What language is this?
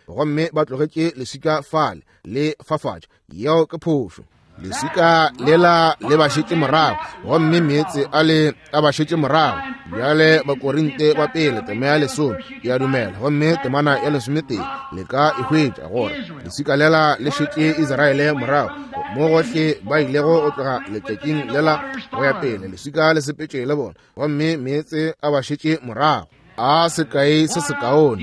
Northern Sotho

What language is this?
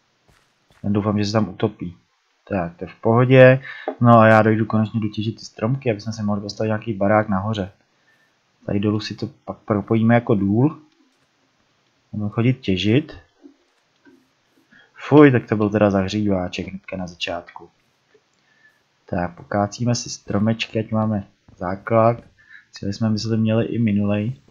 Czech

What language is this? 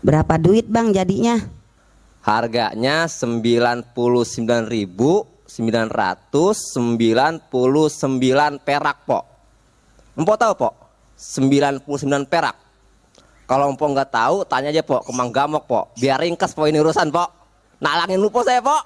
Betawi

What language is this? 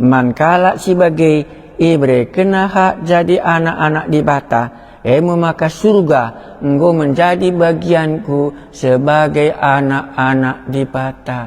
Batak Karo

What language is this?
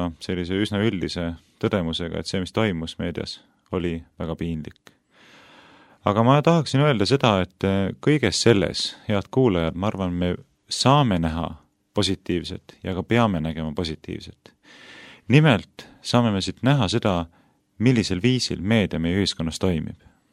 Estonian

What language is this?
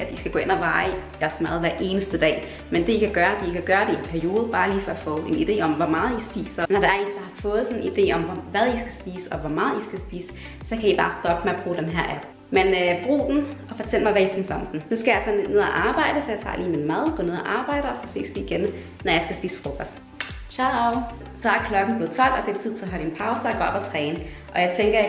Danish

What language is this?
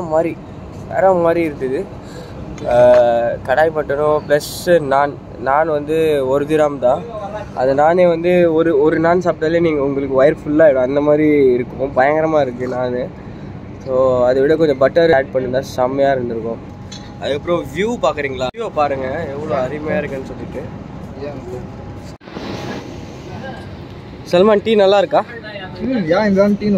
Tamil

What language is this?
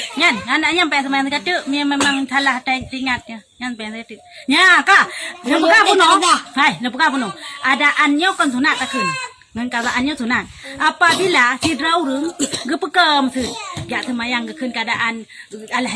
Achinese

